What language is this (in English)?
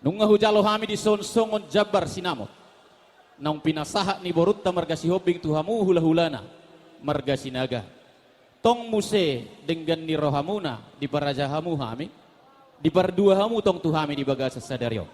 Batak Toba